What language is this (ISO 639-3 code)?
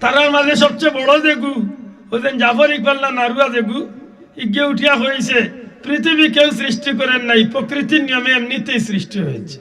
syl